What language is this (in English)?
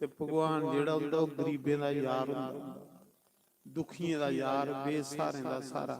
Dogri